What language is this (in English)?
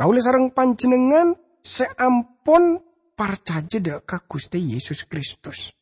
Madurese